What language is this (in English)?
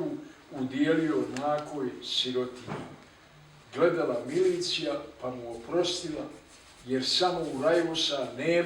Bosnian